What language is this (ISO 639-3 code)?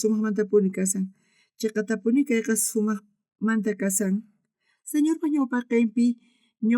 quh